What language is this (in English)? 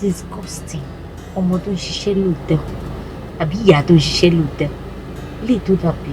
Yoruba